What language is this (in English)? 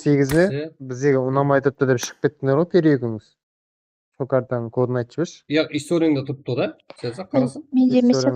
Kara-Kalpak